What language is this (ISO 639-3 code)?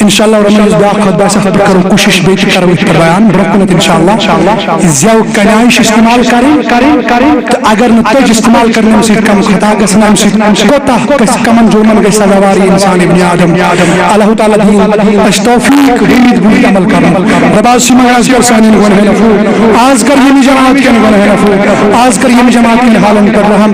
kas